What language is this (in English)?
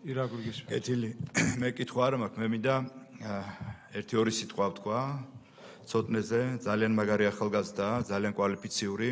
Georgian